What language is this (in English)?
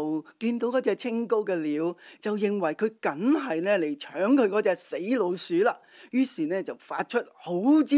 Cantonese